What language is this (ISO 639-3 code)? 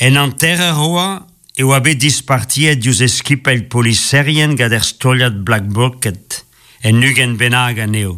bre